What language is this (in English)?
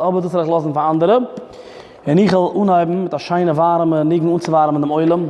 Yiddish